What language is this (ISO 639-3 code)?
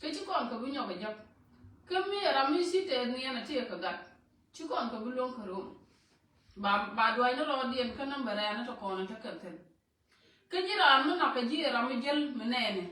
nus